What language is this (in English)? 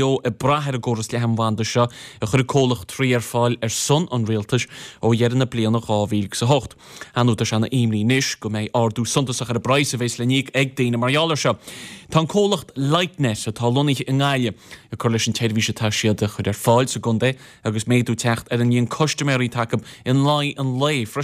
Irish